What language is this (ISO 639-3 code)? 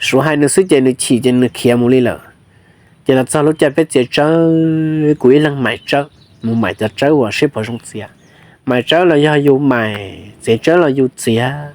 hmn